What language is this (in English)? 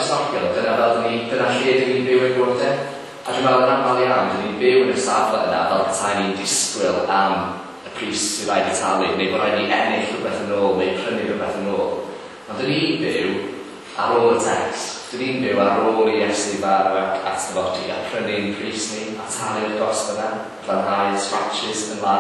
Welsh